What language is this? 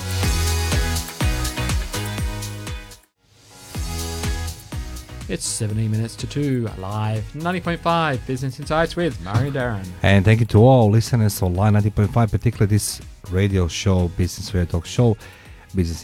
English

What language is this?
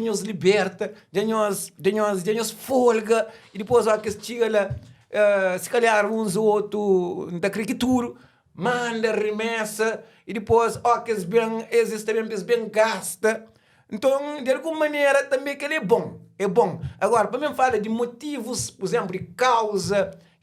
Kabuverdianu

